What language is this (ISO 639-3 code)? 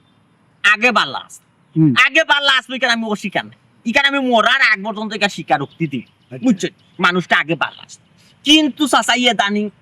syl